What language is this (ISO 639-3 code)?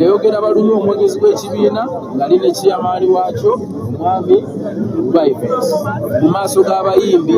lug